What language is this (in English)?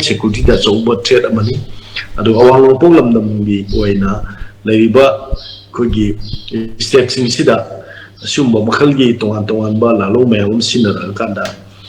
Manipuri